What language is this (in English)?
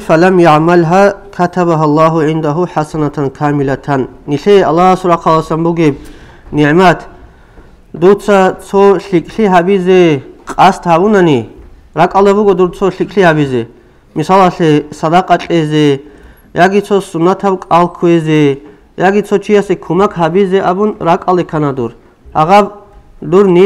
Avaric